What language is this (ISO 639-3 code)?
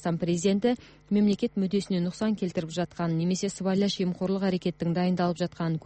kaz